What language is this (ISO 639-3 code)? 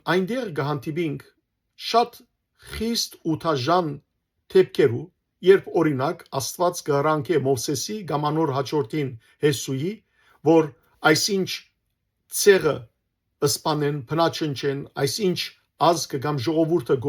hyw